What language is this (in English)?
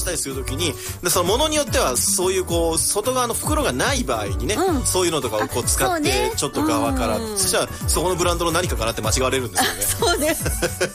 Japanese